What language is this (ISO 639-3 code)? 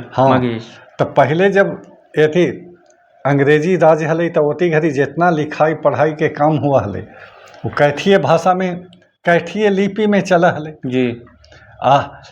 mag